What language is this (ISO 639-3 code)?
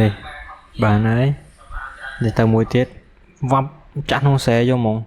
khm